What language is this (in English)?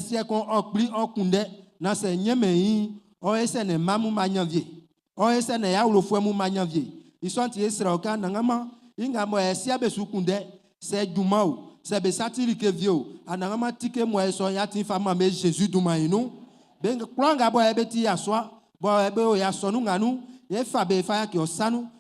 Baoulé